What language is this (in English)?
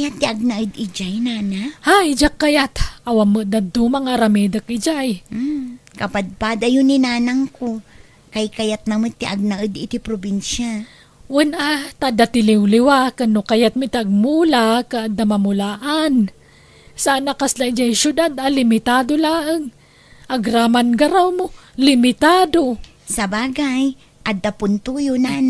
Iloko